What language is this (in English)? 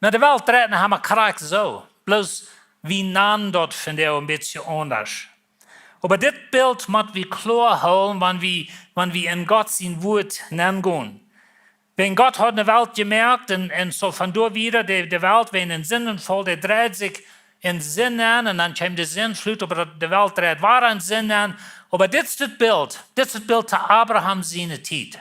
Plautdietsch